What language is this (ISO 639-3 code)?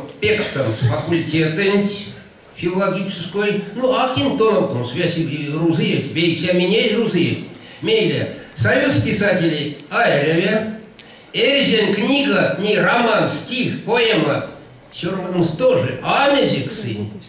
myv